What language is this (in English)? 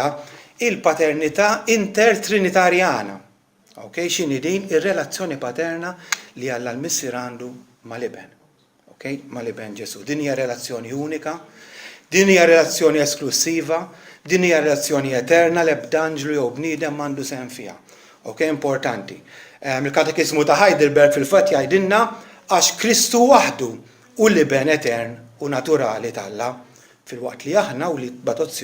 Maltese